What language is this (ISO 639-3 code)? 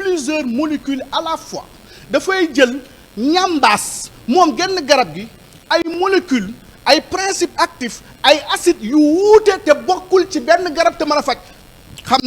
wol